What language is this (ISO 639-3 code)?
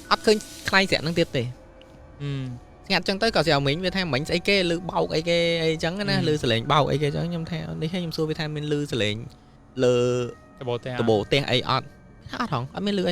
khm